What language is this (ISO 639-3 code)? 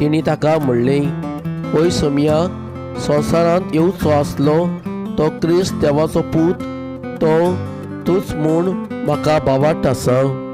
kok